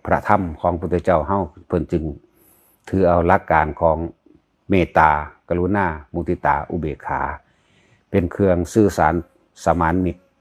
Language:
Northeastern Thai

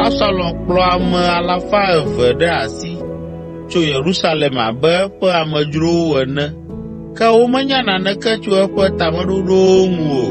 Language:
Ewe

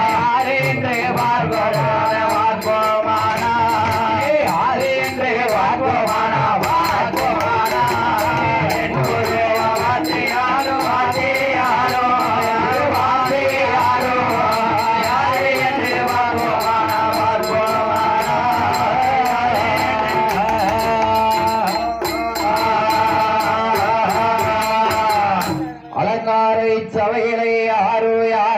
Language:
Tamil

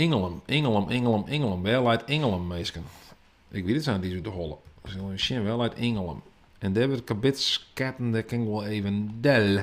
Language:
Western Frisian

